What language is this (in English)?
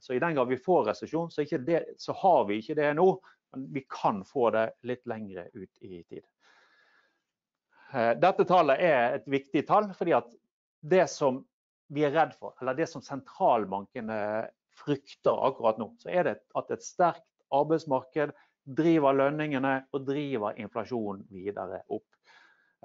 Norwegian